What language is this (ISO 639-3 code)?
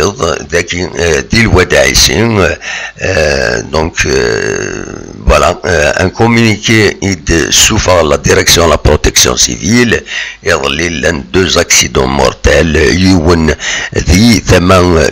kab